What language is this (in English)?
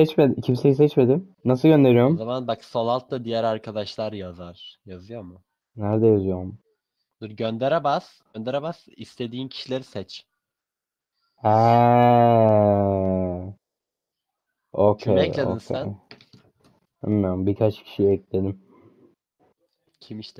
Turkish